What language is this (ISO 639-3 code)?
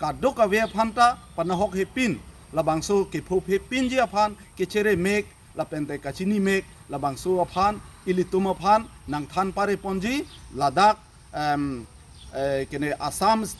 mjw